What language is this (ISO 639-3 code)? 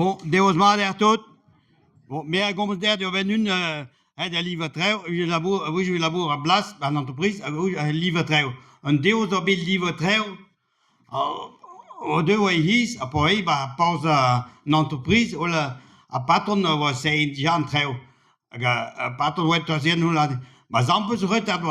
bre